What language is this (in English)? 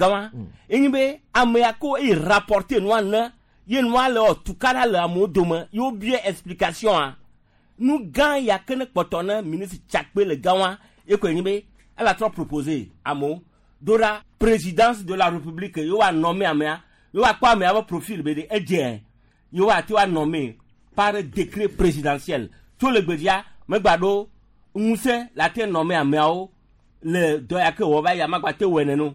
Gen